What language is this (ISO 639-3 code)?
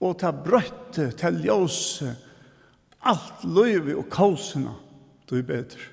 fao